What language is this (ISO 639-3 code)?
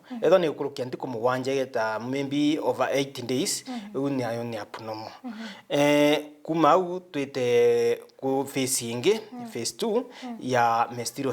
mer